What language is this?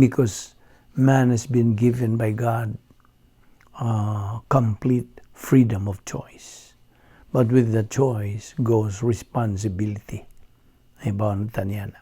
Cebuano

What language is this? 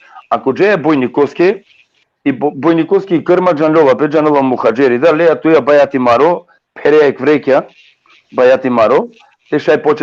Balkan Romani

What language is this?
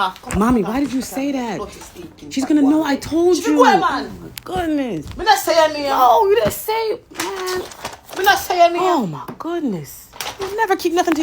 Jamaican Creole English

